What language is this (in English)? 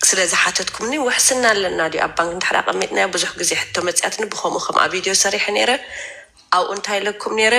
Tigrinya